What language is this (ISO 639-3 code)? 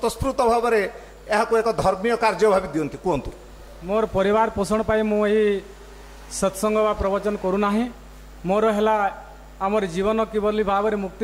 ori